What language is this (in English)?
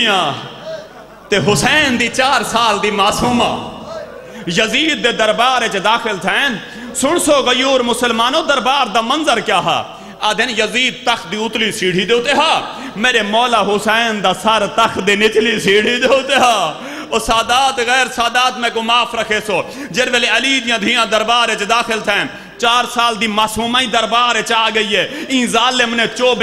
Saraiki